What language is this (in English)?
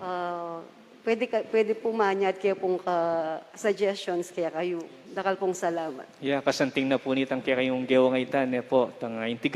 Pampanga